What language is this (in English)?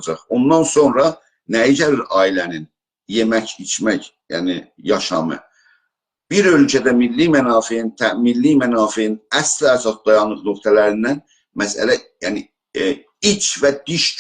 South Azerbaijani